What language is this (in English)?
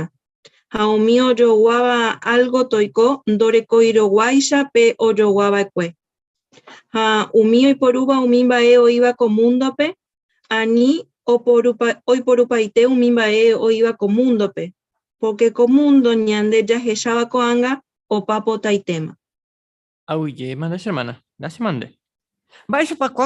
Guarani